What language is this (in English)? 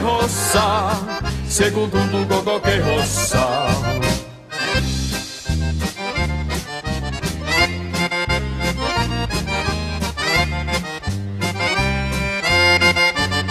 Finnish